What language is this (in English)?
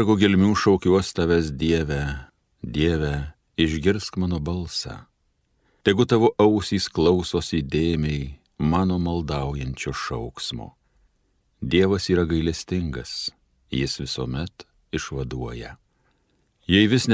Lithuanian